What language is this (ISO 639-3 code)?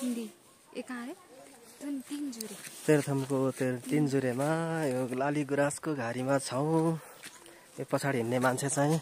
nep